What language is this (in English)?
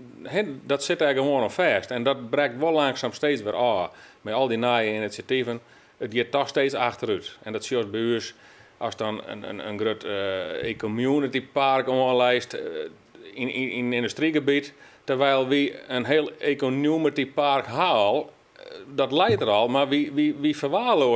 Western Frisian